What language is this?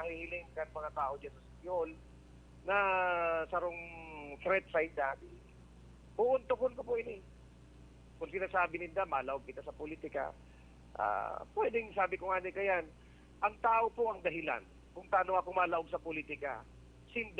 Bikol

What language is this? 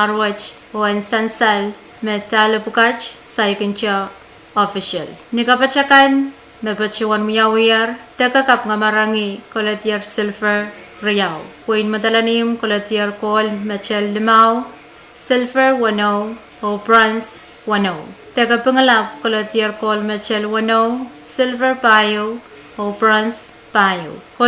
Pohnpeian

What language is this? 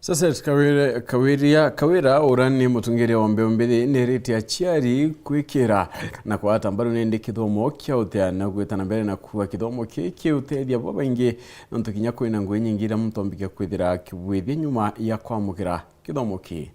Meru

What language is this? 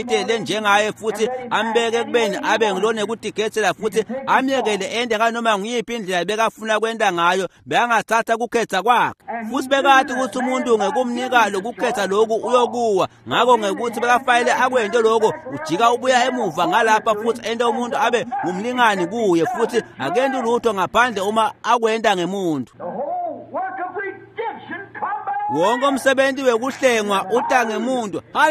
Swati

